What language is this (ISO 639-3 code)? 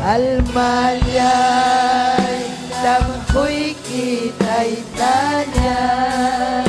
quy